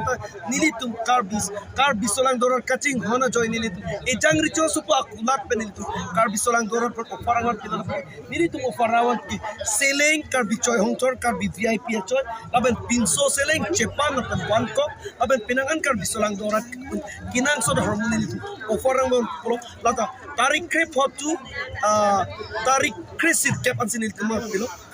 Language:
Karbi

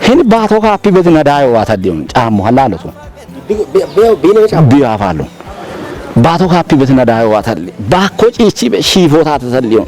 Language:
Kafa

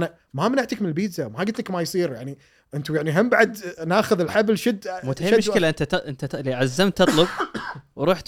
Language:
Gulf Arabic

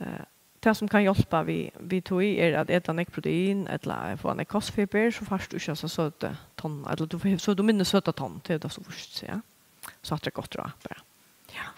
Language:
Faroese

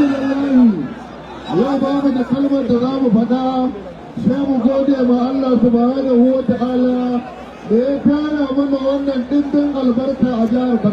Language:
Hausa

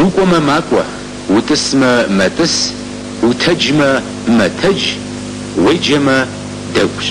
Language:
Kabardian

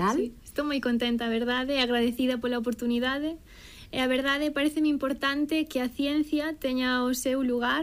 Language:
Galician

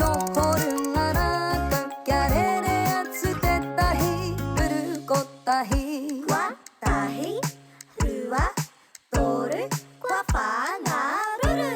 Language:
Māori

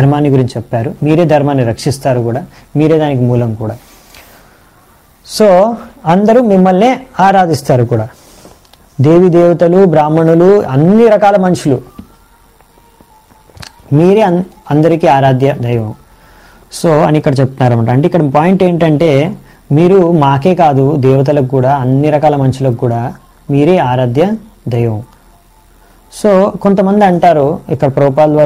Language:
Telugu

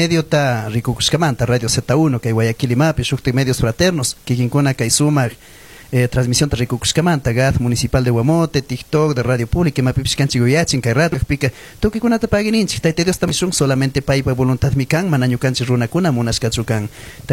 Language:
Chimborazo Highland Quichua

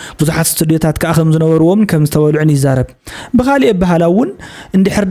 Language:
Tigrinya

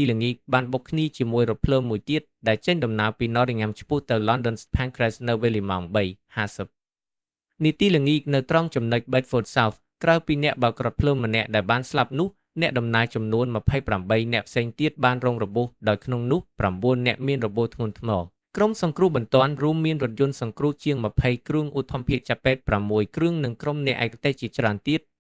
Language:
Khmer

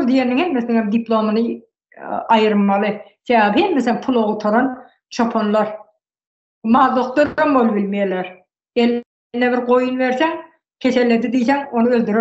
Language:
Turkmen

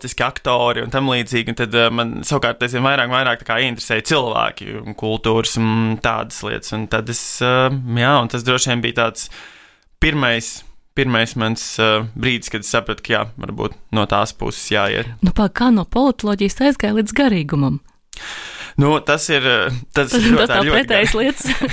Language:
Latvian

